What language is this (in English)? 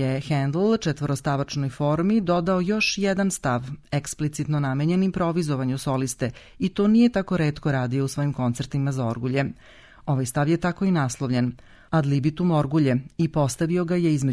Serbian